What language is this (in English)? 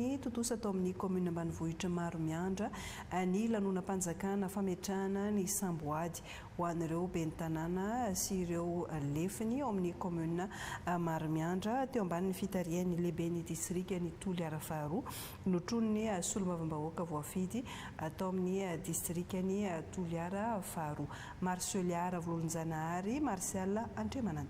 Malagasy